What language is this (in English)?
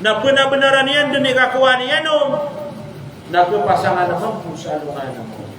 Maranao